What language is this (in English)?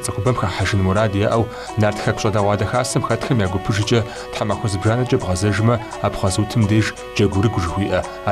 Kabardian